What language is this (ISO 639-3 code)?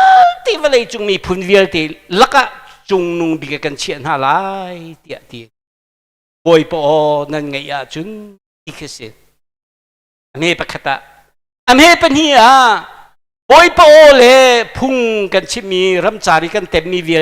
cnh